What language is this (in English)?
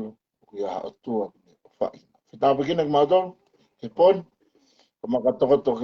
Tongan